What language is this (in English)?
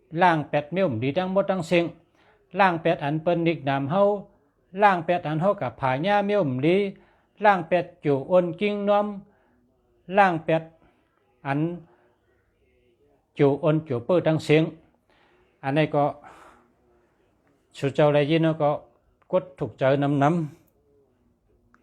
Shan